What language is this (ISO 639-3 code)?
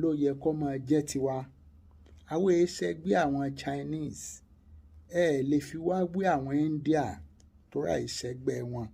yor